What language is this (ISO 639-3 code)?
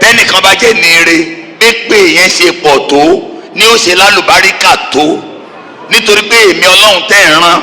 yor